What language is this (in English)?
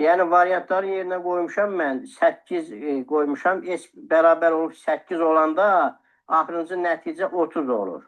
Azerbaijani